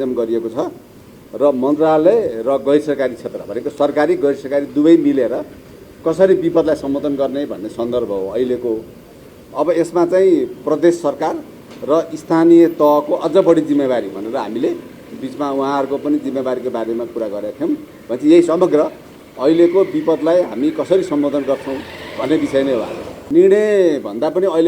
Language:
Nepali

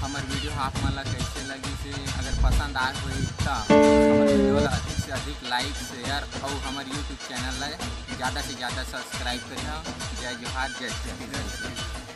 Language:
Chhattisgarhi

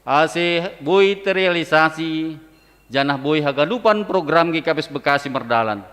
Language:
Batak Simalungun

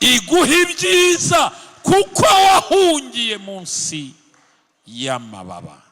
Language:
Kinyarwanda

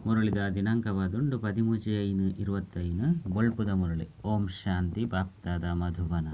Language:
Tulu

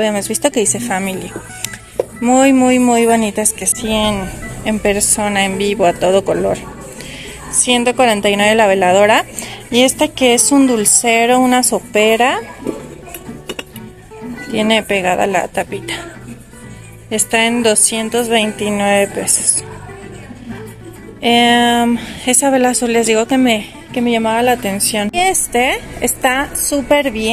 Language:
Spanish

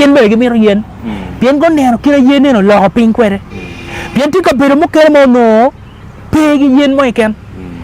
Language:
Acoli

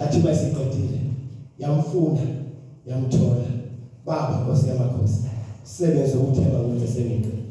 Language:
Zulu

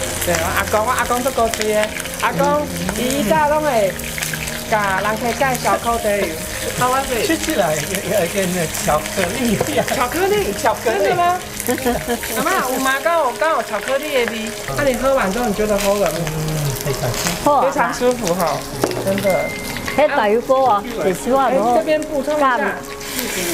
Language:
Min Nan Chinese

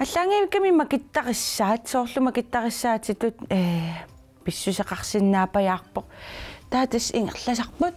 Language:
Kalaallisut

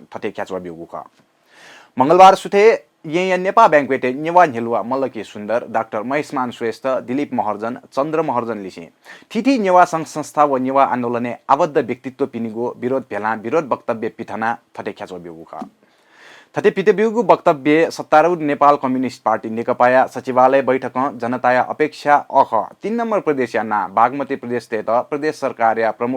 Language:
Newari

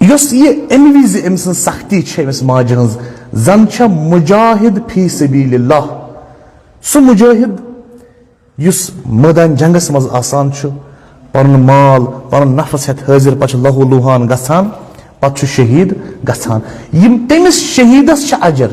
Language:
Kashmiri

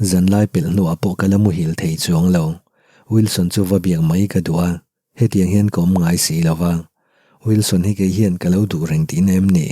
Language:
Mizo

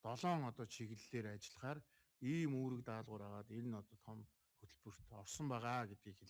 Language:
Mongolian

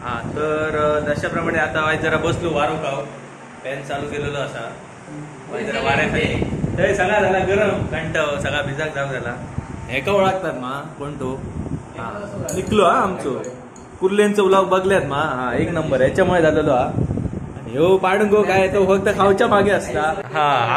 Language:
Konkani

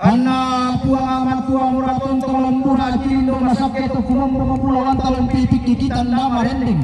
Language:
Toraja-Sa'dan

